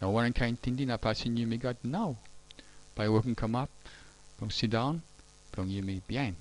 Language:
Tok Pisin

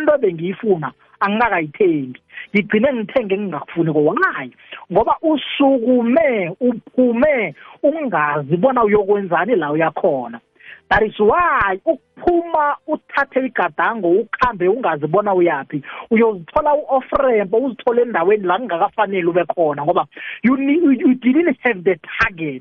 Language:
South Ndebele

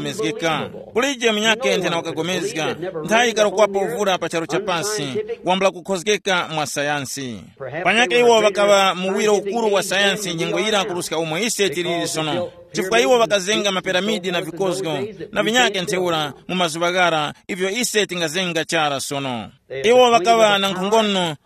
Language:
Tumbuka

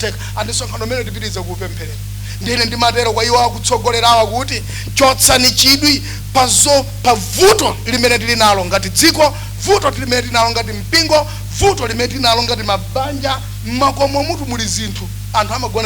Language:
Nyanja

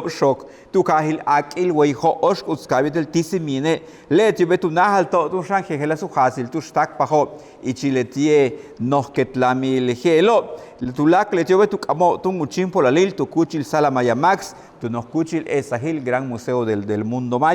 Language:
Yucateco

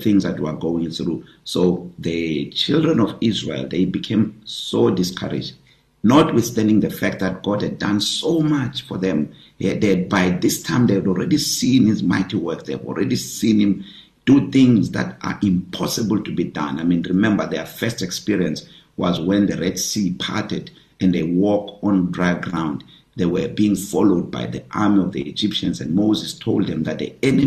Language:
English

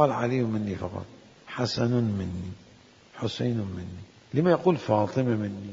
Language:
Mesopotamian Arabic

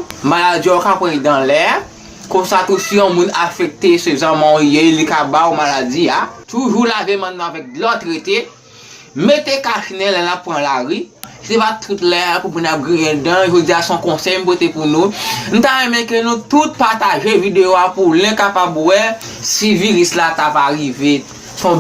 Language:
Haitian Creole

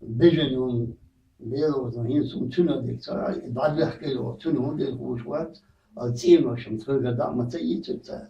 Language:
Chechen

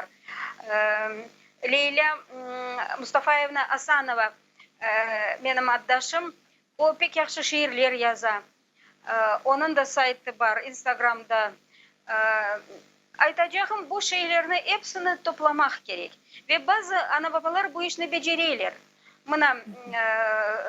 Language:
Crimean Tatar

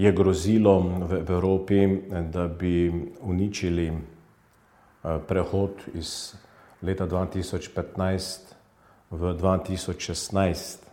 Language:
Slovenian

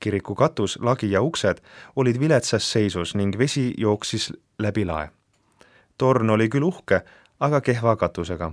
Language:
Estonian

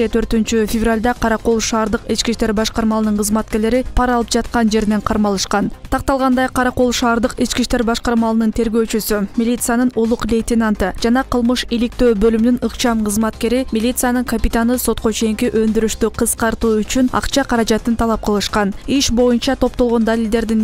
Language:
Kyrgyz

